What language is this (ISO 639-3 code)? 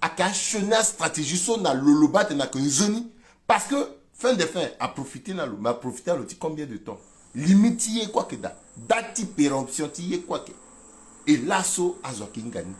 sag